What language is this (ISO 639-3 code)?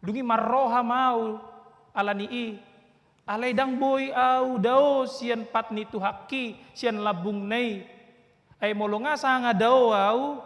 bbc